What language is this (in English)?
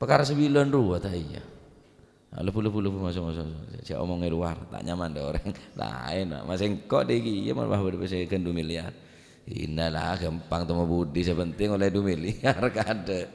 Madurese